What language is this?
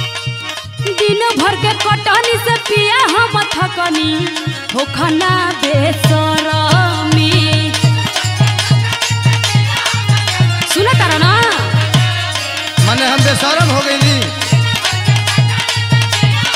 Bhojpuri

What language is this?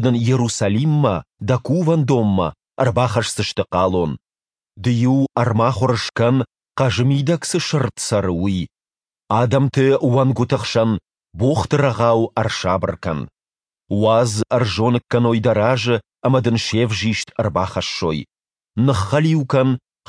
Ossetic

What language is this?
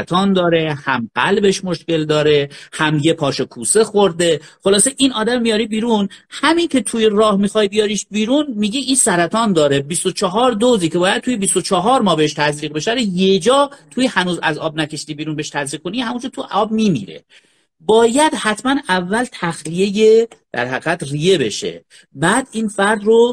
Persian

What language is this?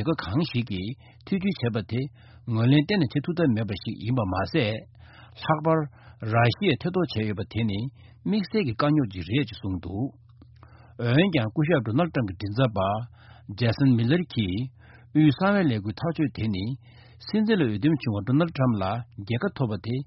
Tibetan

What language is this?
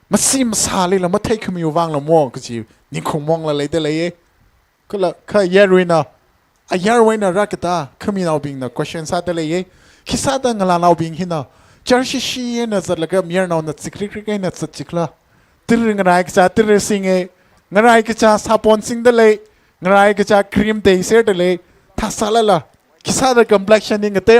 Tangkhul Naga (India)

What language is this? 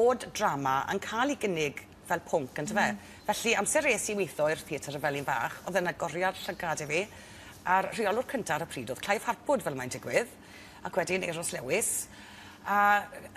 Welsh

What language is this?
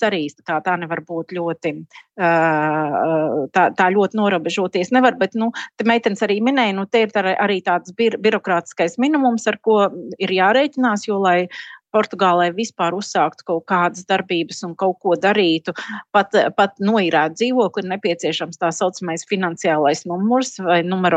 Latvian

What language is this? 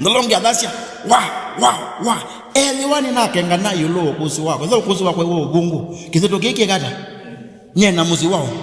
Kamba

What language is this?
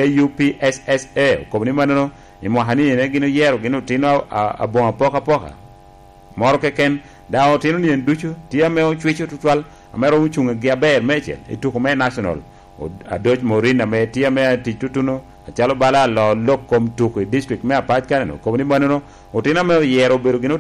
Lango (Uganda)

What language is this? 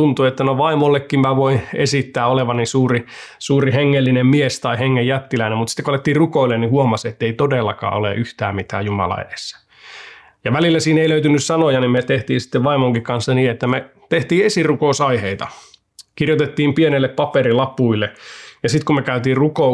Finnish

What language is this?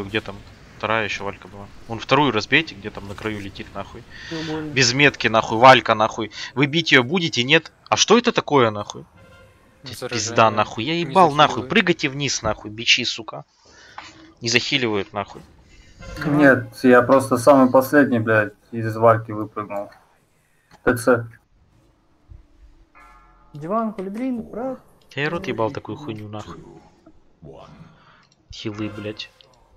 Russian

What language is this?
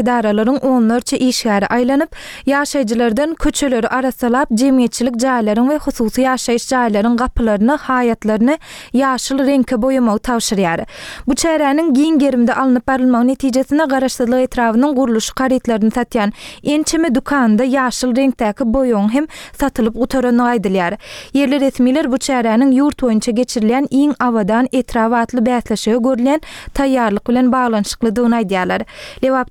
Turkmen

